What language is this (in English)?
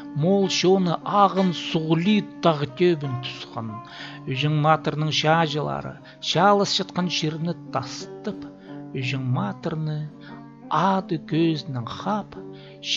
Khakas